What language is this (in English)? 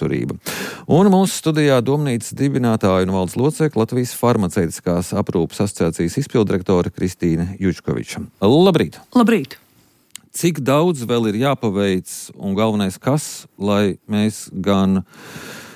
Latvian